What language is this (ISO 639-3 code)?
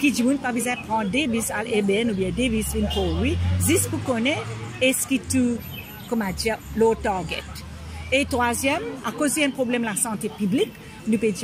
mfe